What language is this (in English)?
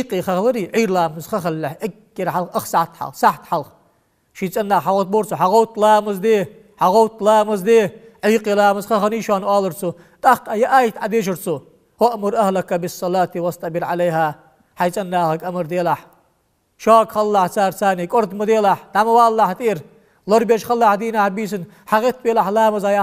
Ingush